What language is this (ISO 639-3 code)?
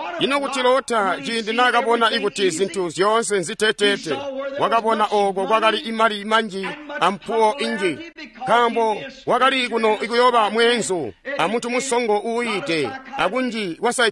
toi